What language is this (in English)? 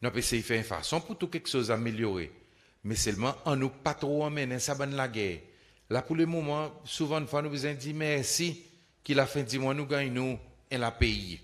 Seselwa Creole French